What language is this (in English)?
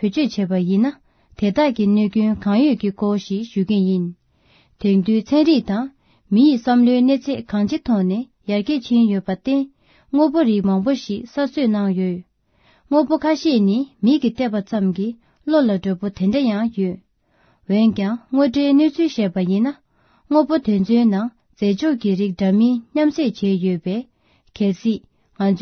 Tibetan